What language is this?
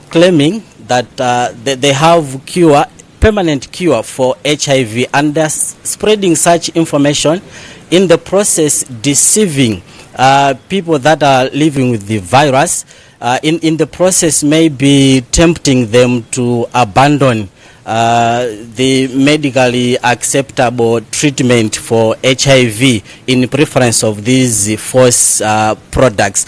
Nyanja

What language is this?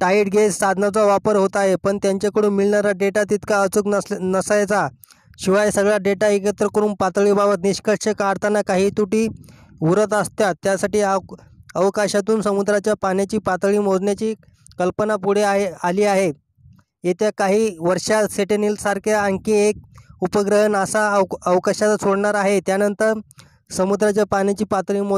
Marathi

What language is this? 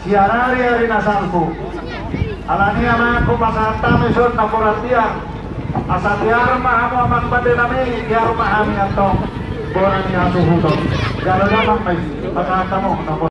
Batak Toba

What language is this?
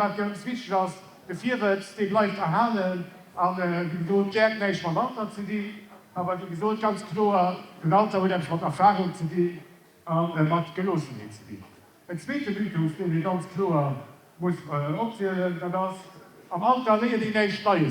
Luxembourgish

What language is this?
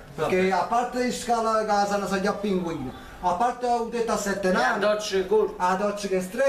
Neapolitan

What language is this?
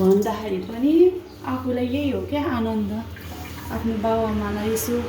Nepali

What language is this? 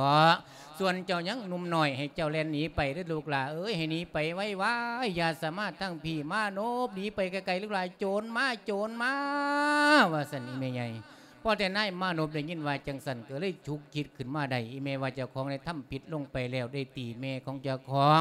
Lao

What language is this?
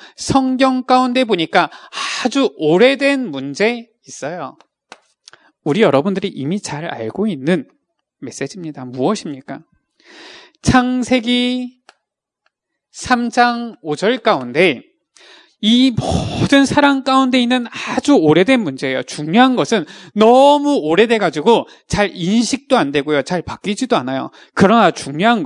Korean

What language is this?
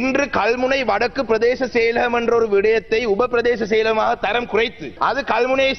Tamil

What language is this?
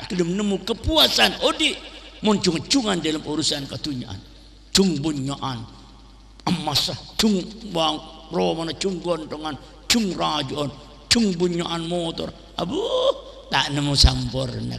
Madurese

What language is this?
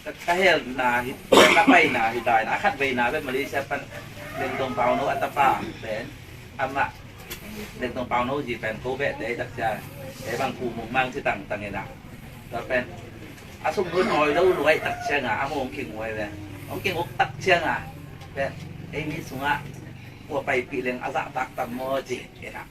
Tedim Chin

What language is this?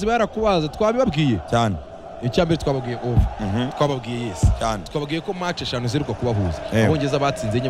Kinyarwanda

